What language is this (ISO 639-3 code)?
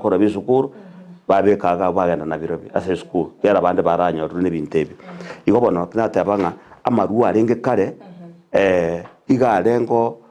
guz